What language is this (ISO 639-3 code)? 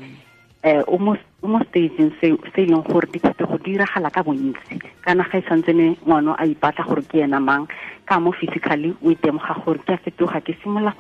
tsn